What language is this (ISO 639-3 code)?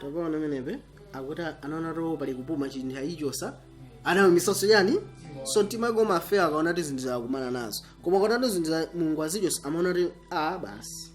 nya